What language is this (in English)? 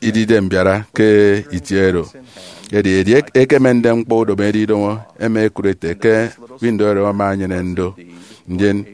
Efik